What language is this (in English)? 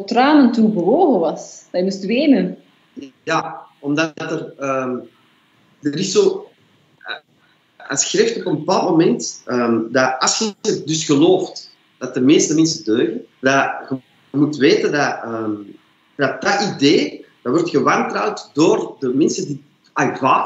Dutch